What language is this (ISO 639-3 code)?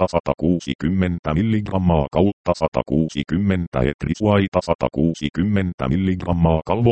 fin